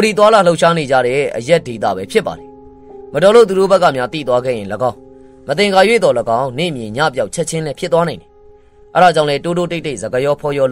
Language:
Burmese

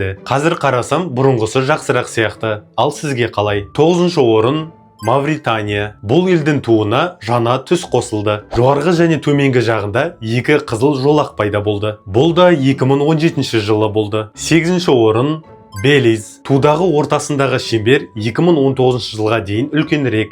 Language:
Kazakh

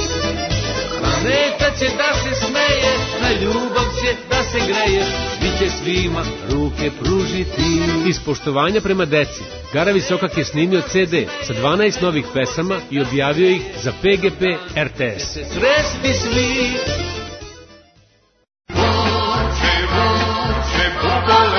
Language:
Serbian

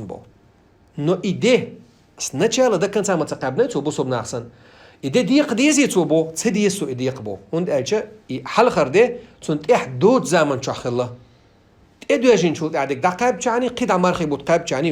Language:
Chechen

